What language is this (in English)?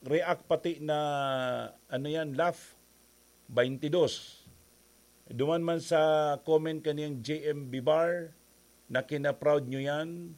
Bikol